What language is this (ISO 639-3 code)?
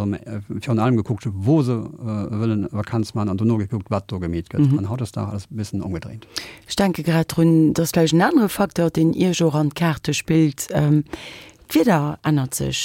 ltz